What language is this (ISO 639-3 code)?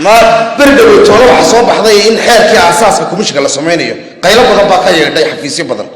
som